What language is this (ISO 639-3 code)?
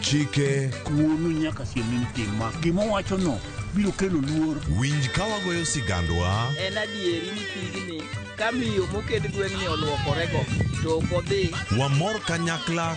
luo